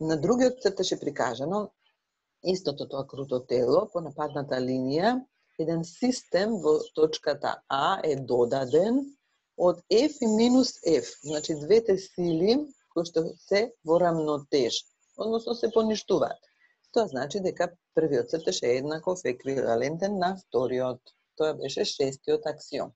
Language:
Macedonian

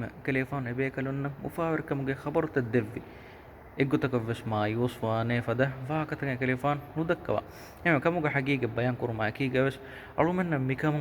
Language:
Divehi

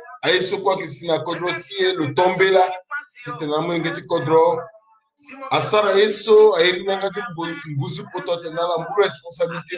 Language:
Sango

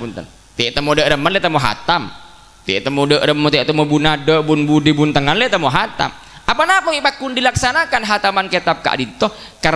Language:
Madurese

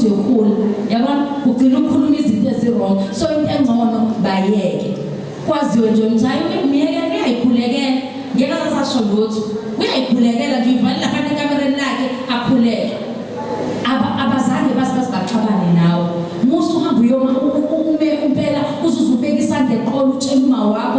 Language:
Zulu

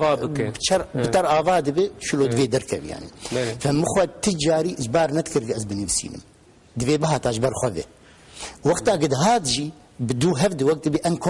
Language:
Kurdish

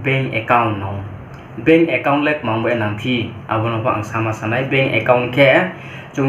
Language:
Riang (India)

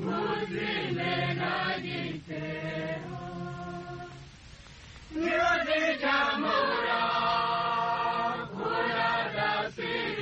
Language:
Kinyarwanda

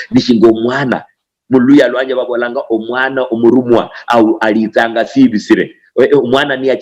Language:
Luyia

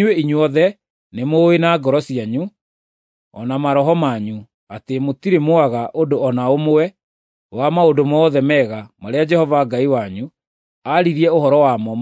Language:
Kikuyu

